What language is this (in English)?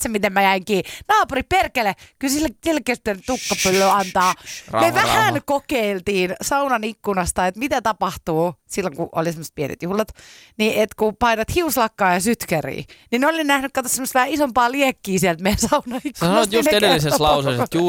Finnish